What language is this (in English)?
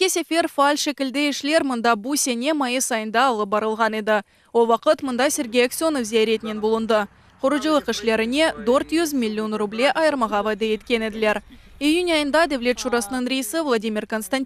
Crimean Tatar